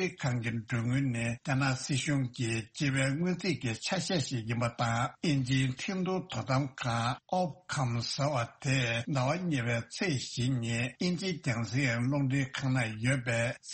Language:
Tibetan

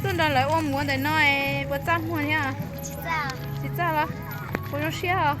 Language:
Hmong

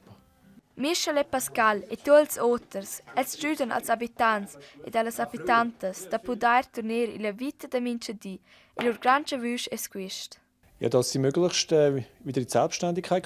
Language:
Romansh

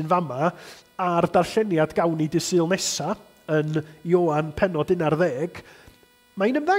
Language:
Welsh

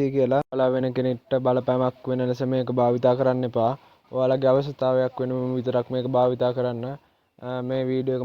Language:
Sinhala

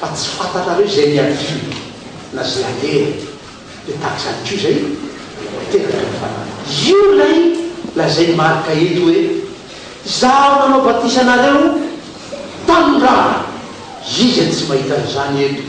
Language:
Malagasy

